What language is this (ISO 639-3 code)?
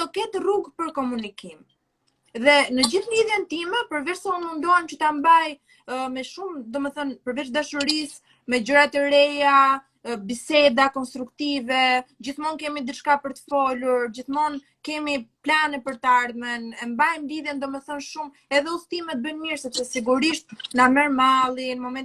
sqi